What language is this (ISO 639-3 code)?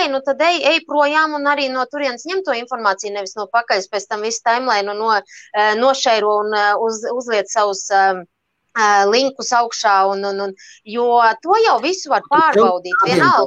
lav